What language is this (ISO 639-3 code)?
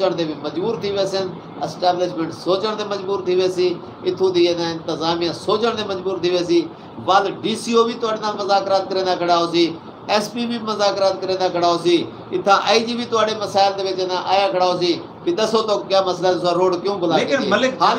skr